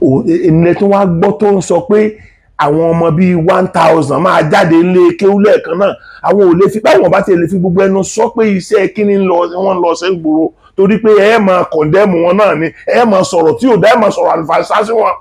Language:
Yoruba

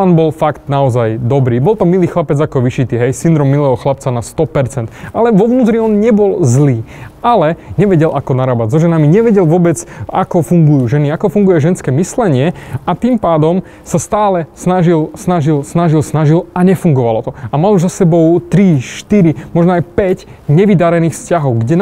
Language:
Slovak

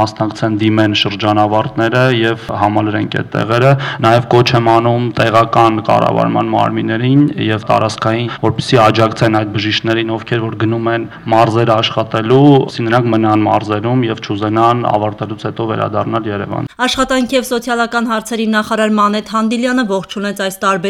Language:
Armenian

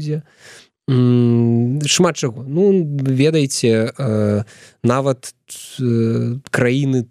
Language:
Belarusian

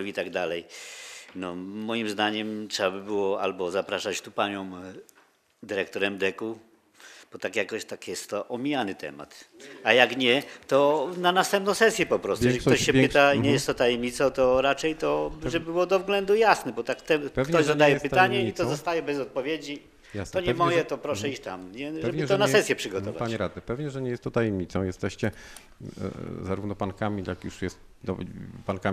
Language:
Polish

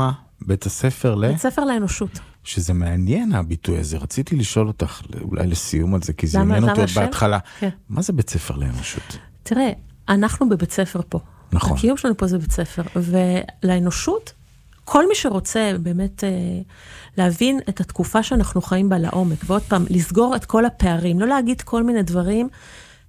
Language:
Hebrew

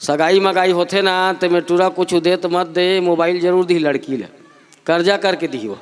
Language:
Chhattisgarhi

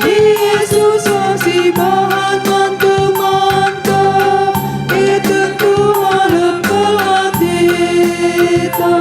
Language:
Batak Karo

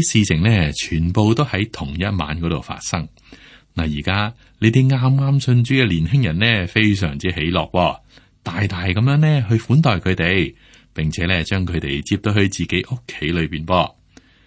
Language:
Cantonese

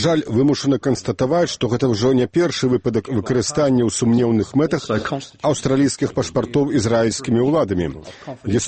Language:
Belarusian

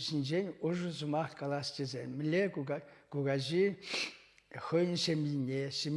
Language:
Chuvash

